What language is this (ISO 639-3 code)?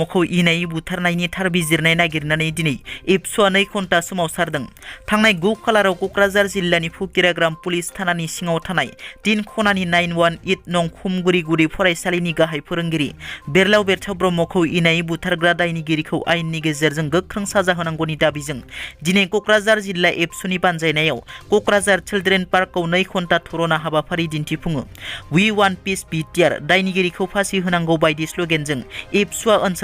brx